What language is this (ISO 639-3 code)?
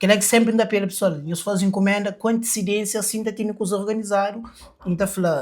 kea